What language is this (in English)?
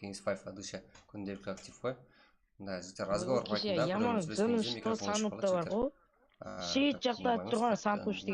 Kara-Kalpak